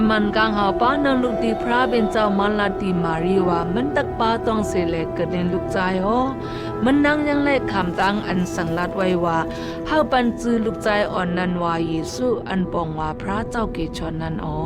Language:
Shan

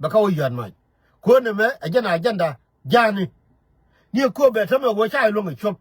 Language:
Nuer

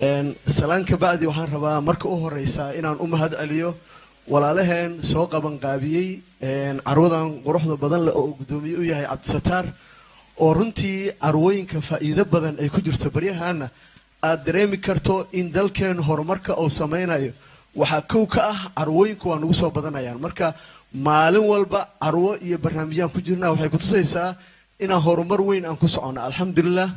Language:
Somali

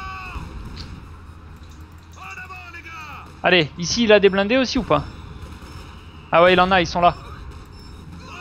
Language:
French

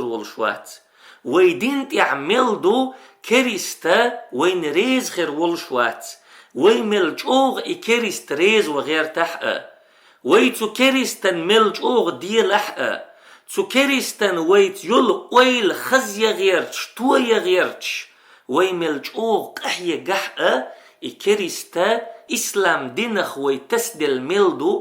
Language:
Chechen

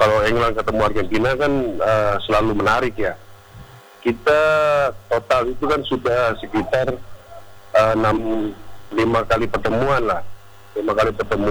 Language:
Indonesian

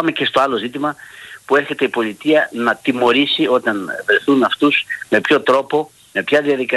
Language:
Greek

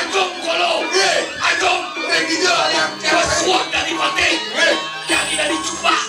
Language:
Balinese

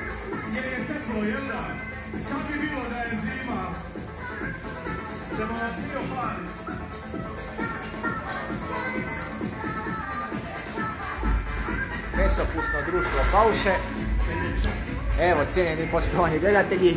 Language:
Croatian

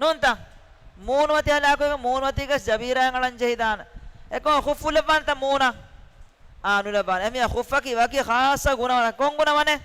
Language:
Divehi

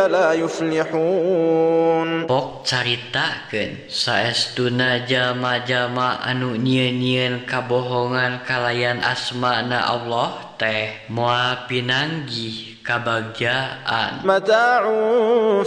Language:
Sundanese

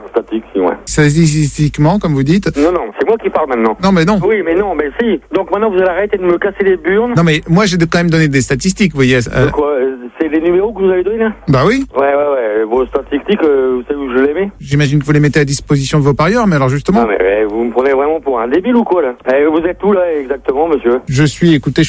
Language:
French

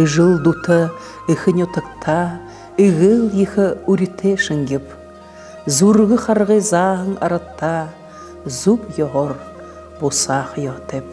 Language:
Buriat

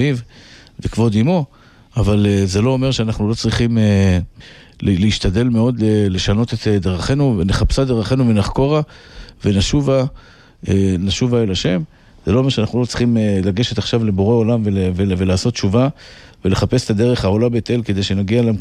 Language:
Hebrew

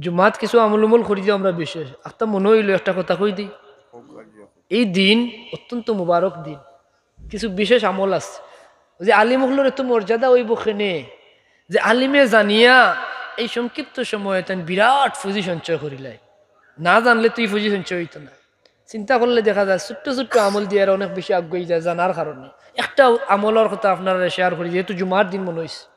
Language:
Sylheti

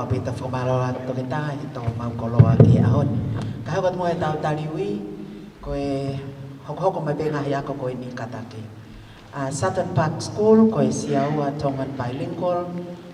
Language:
Tongan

